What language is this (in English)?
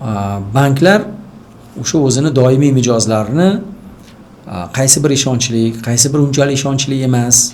Uzbek